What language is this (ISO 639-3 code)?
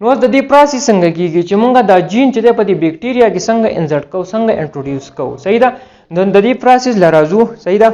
pus